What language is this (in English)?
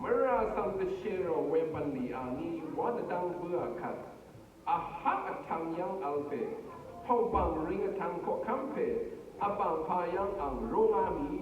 Rawang